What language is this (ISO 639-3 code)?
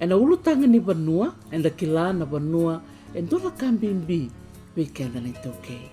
fij